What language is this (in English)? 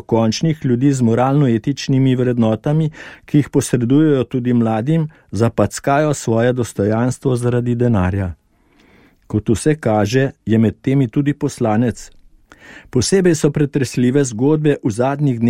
Slovenian